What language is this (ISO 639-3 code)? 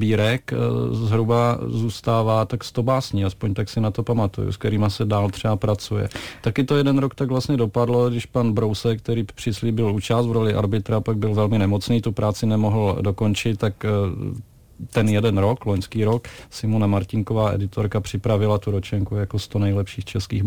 ces